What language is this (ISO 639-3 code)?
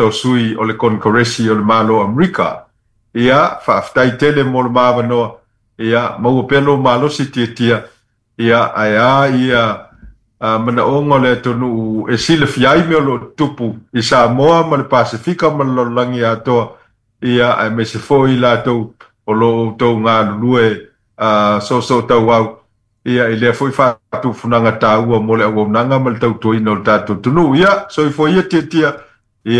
smo